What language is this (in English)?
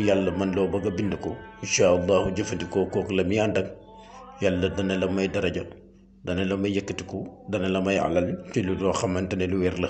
Wolof